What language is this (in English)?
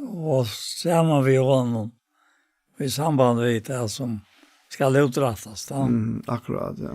Faroese